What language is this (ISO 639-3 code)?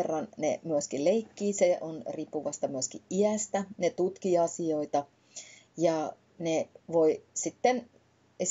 fin